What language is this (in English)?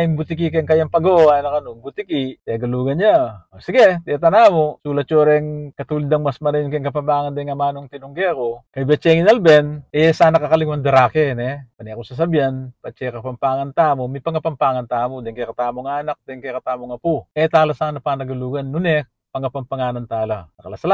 Pampanga